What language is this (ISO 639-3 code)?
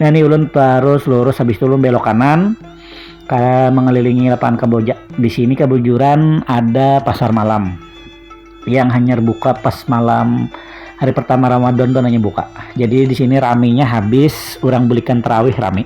bjn